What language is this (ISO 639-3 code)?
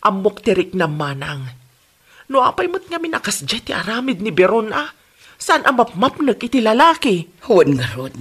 ilo